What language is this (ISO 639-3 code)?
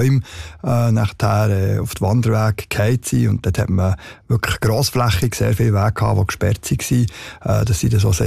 deu